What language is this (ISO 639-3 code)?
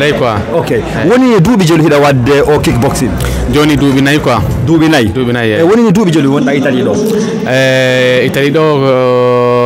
ful